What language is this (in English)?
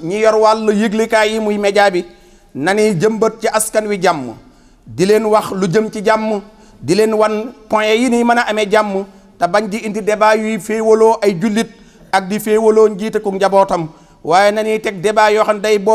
Wolof